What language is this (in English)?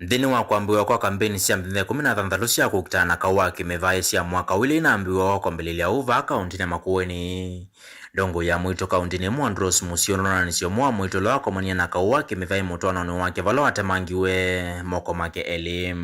Kamba